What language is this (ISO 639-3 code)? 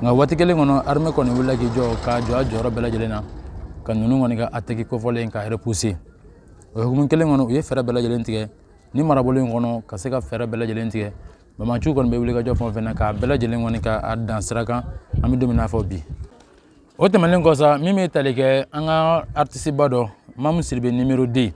bam